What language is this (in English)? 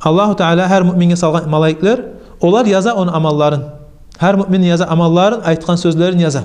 Kumyk